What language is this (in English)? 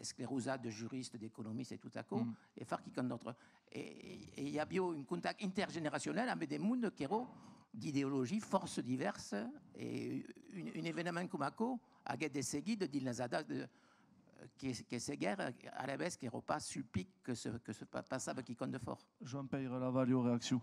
Occitan